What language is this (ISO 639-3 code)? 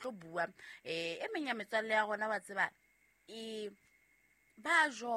sot